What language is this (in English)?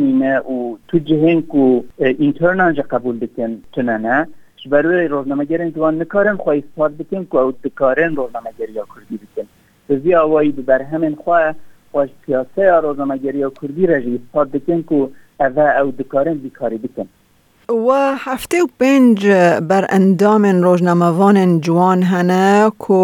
Kurdish